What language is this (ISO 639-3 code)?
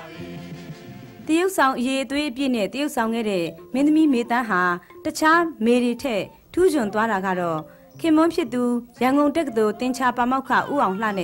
mya